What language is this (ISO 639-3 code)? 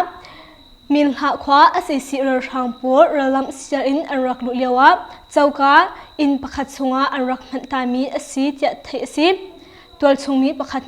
cnh